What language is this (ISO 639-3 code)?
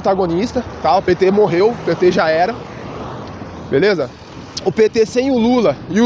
por